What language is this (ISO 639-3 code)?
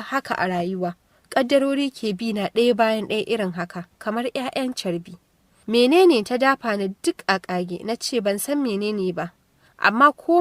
hau